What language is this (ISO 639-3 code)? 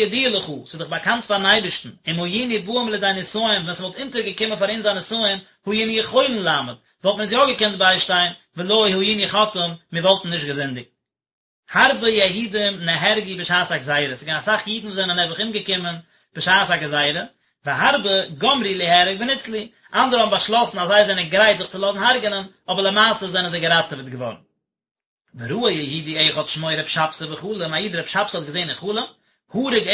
yid